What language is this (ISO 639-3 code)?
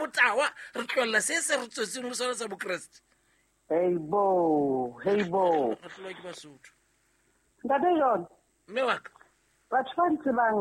sot